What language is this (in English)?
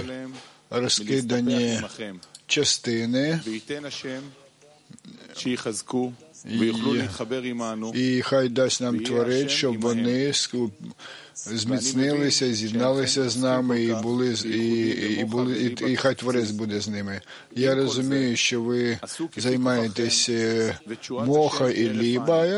Ukrainian